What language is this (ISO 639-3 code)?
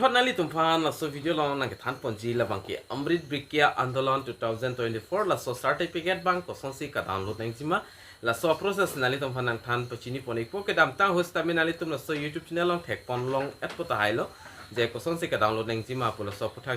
mjw